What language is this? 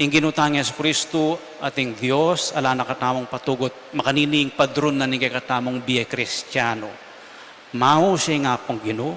Pampanga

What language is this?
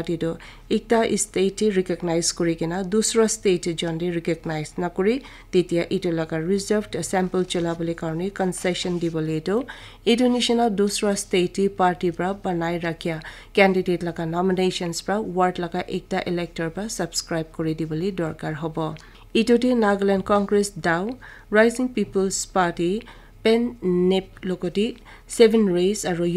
Naga Pidgin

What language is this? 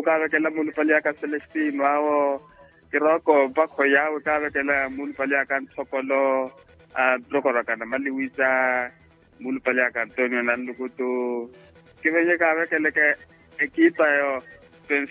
Makhuwa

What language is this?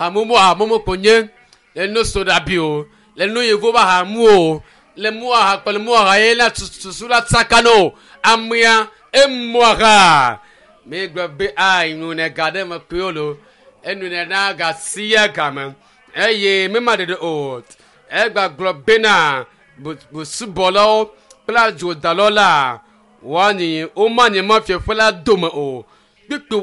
Ewe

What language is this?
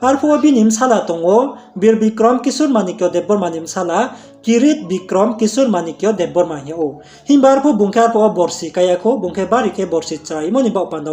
Riang (India)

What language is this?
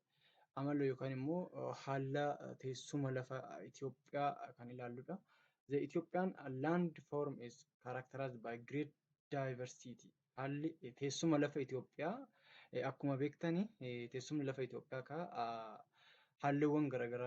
Oromo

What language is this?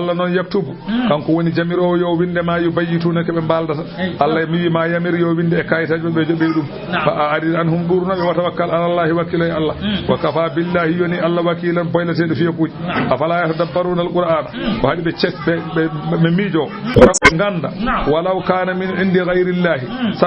Fula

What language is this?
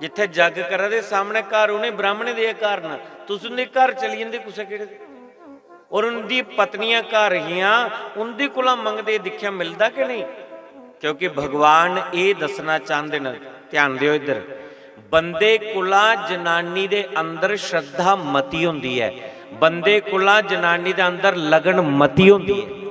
Dogri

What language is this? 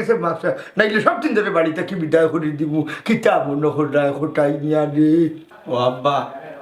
Sylheti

